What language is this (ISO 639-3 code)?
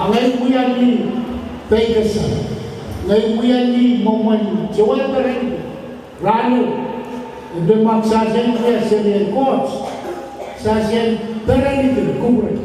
pon